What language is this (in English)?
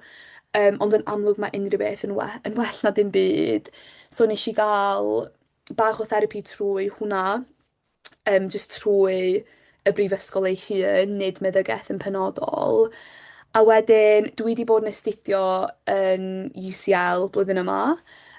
Welsh